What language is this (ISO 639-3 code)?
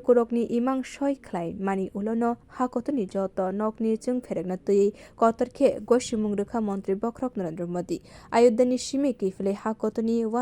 trp